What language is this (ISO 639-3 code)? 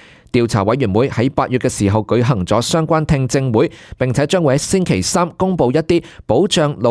yue